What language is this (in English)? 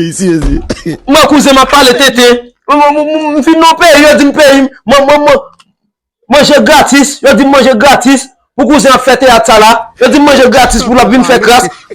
Haitian Creole